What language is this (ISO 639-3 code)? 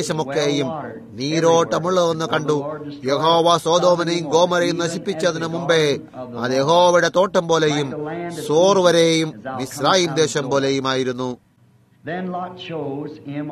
mal